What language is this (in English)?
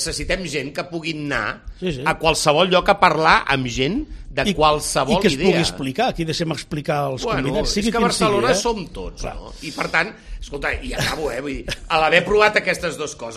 Catalan